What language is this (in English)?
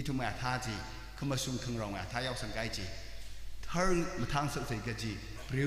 Tangkhul Naga (India)